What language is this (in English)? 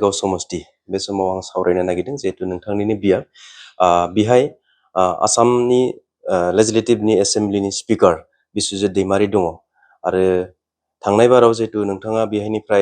Bodo